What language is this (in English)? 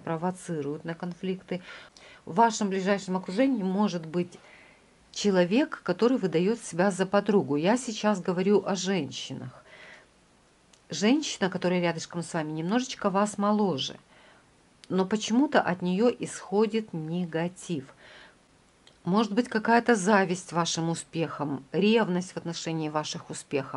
Russian